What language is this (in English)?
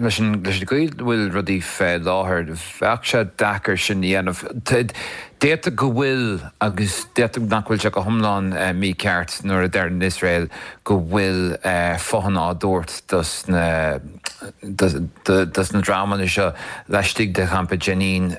Irish